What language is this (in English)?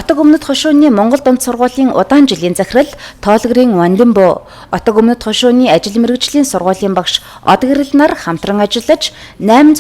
Mongolian